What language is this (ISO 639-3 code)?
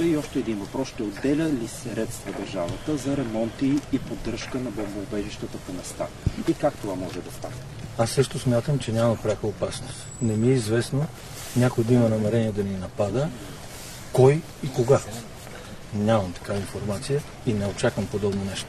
bul